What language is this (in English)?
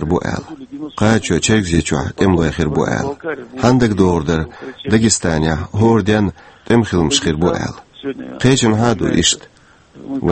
Chechen